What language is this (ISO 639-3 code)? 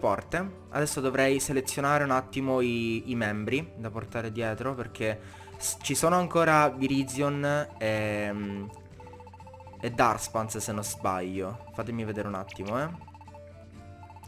ita